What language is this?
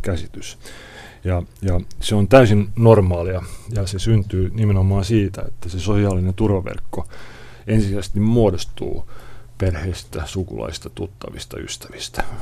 Finnish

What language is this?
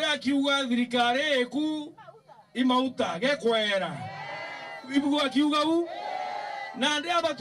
Meru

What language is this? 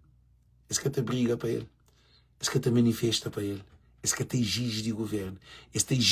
Kabuverdianu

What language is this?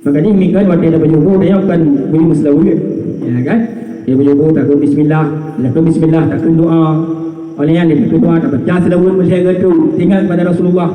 Achinese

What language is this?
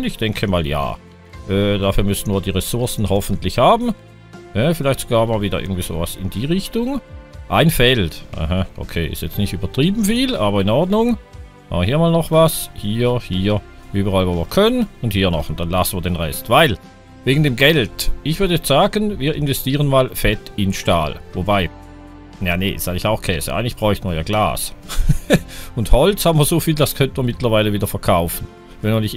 German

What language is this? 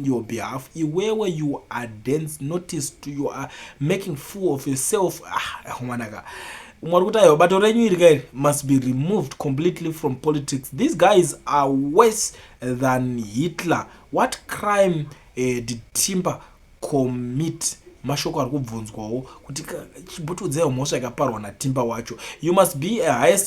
Shona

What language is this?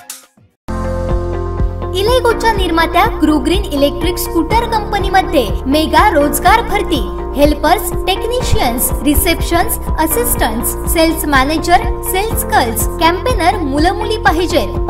Marathi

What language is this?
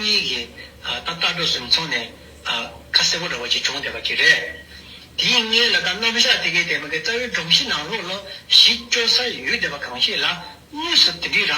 Tibetan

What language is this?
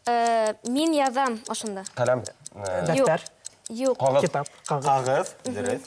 Bashkir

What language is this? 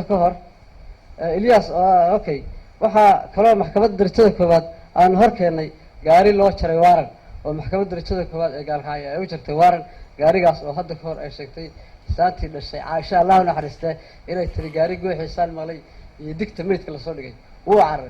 Somali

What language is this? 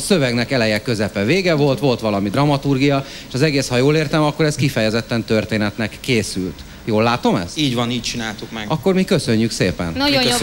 Hungarian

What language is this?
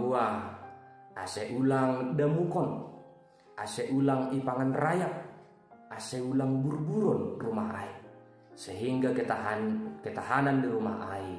Batak Simalungun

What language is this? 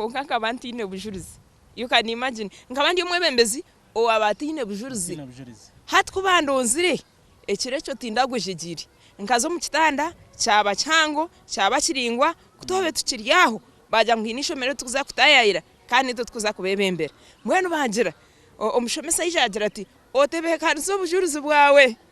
Nyankole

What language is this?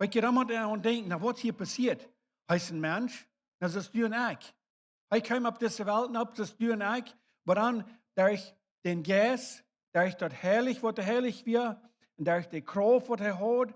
Plautdietsch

